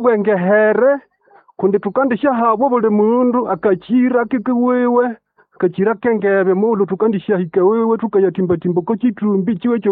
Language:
Nande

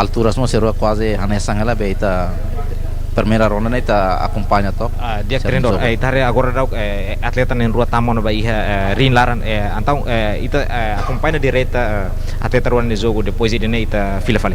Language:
Tetum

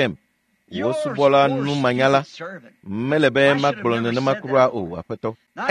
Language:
Ewe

